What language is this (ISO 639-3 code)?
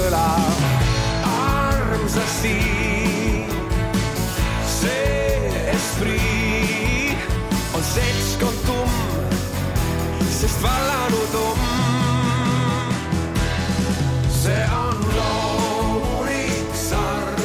est